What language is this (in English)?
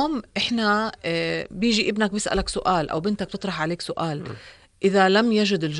North Levantine Arabic